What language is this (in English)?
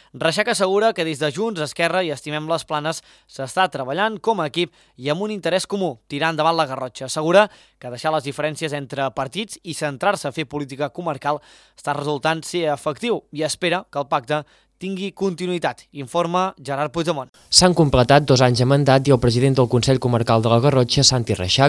Catalan